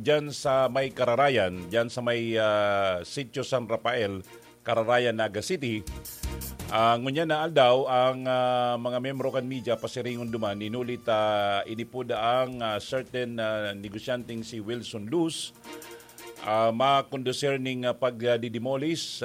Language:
Bikol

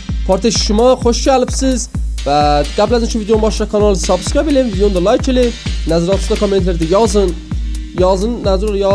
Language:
South Azerbaijani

